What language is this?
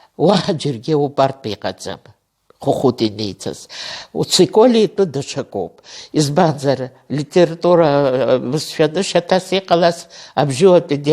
Abkhazian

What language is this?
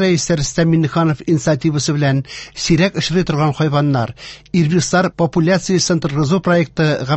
Tatar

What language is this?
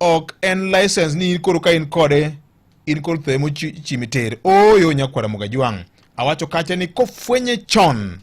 Luo (Kenya and Tanzania)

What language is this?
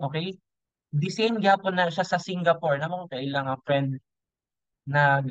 Cebuano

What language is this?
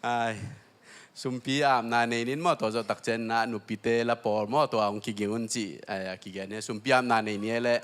Tedim Chin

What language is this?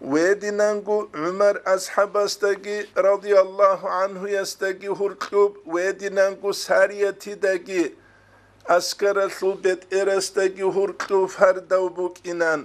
Avaric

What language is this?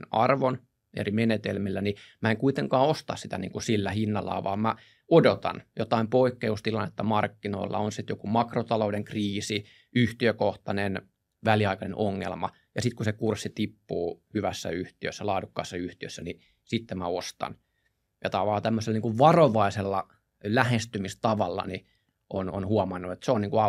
Finnish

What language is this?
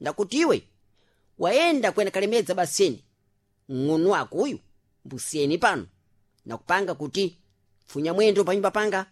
Sena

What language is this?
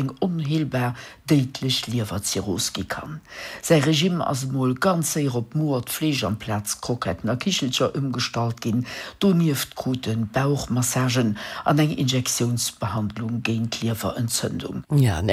Luxembourgish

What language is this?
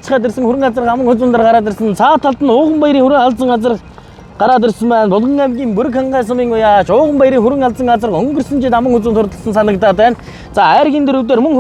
Mongolian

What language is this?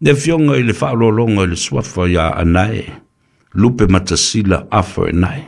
Samoan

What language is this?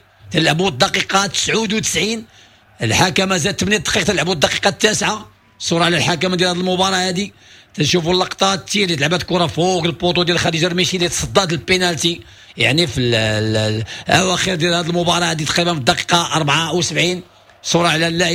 Moroccan Arabic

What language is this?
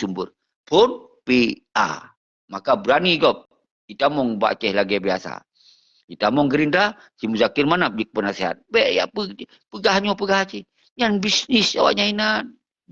Achinese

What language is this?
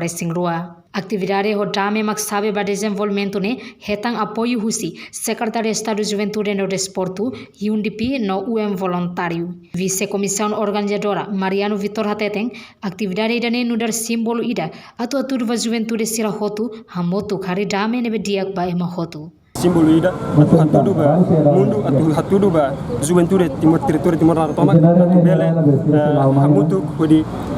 Tetum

